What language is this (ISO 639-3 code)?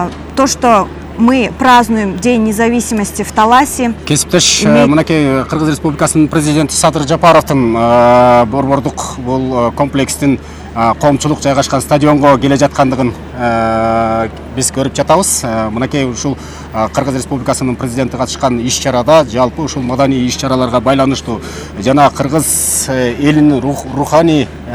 kir